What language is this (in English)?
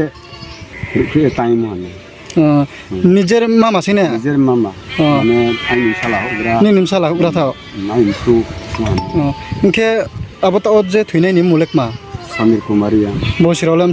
Riang (India)